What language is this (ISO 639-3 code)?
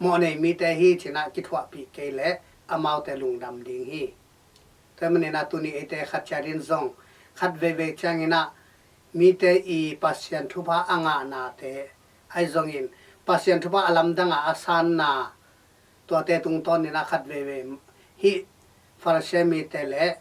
ctd